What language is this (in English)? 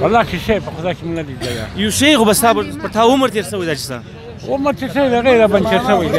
Pashto